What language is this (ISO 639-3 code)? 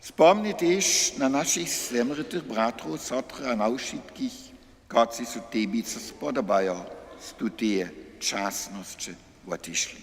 hsb